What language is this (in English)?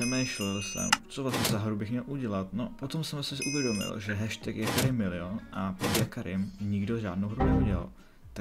Czech